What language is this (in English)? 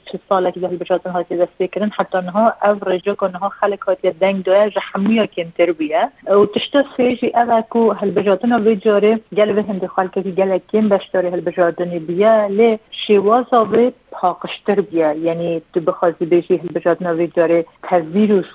Kurdish